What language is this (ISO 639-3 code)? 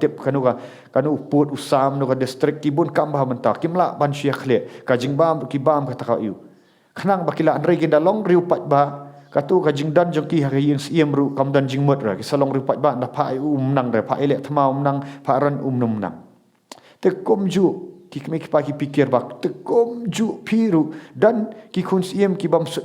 kha